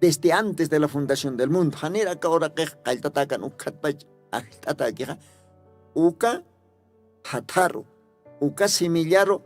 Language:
Aymara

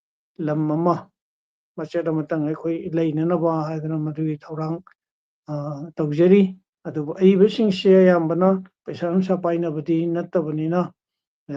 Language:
Manipuri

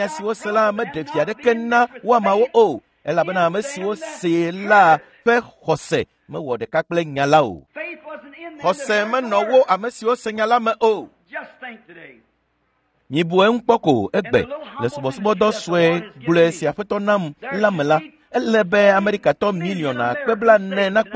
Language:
Ewe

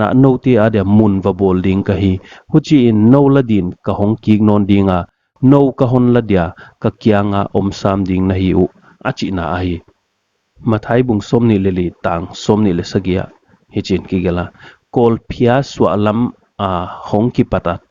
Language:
Paite Chin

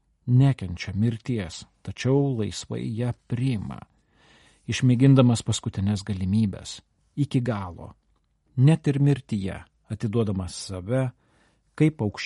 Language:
Lithuanian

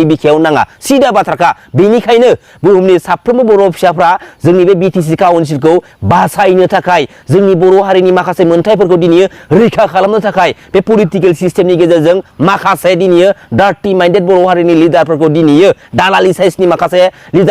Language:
Bodo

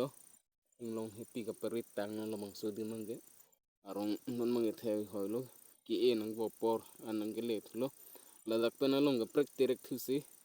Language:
Karbi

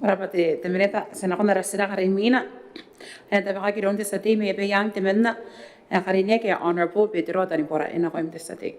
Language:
Gilbertese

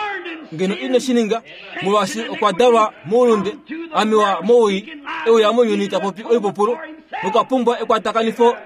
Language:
Kuanyama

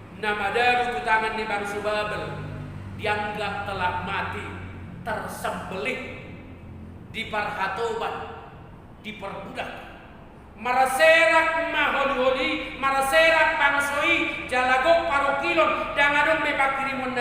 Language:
Batak Toba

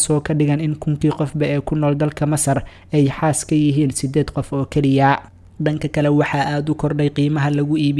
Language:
Somali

